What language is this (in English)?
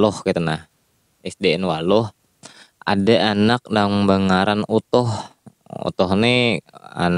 Banjar